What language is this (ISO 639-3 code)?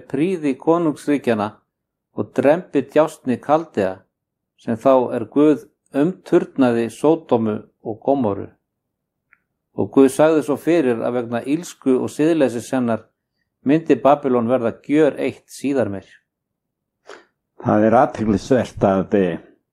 isl